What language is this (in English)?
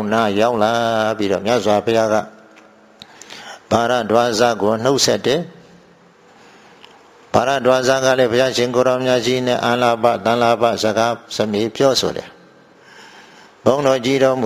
Burmese